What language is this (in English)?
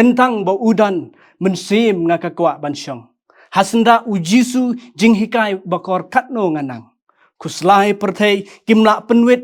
Khasi